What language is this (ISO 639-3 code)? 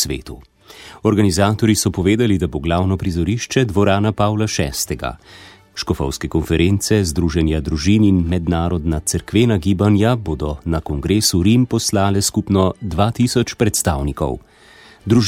slv